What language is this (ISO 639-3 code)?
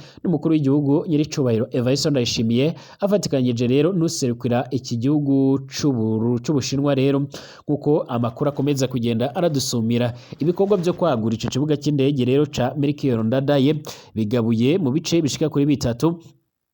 run